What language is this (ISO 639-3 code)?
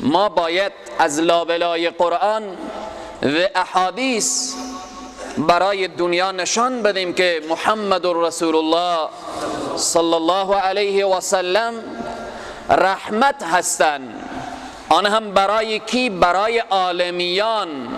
fas